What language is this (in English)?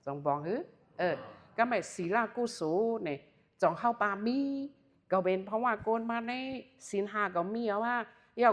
Shan